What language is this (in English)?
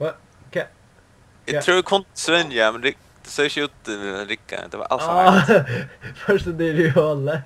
Faroese